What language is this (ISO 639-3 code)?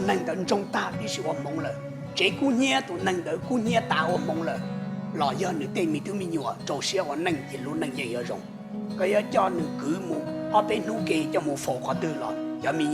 hmn